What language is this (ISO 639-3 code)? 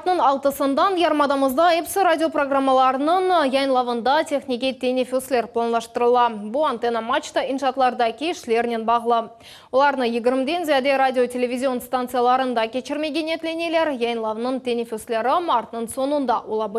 crh